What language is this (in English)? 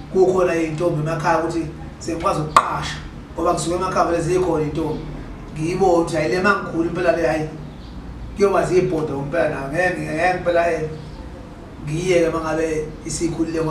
Zulu